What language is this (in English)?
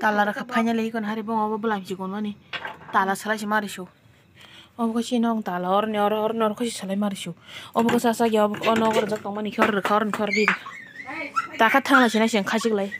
Kok Borok